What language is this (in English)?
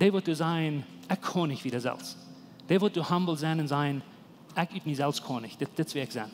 Plautdietsch